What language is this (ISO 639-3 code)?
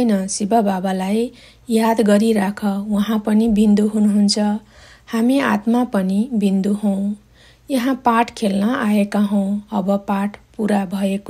nep